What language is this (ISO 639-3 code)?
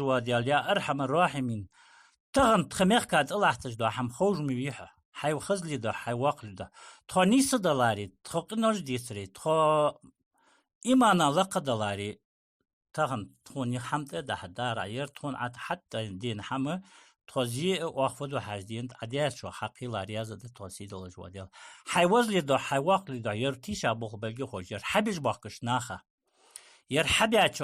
inh